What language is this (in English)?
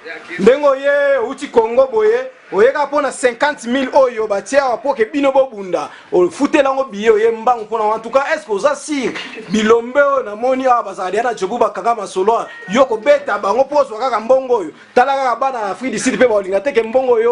Lingala